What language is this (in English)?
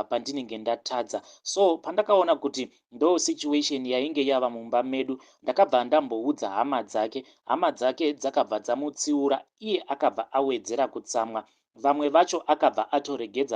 Shona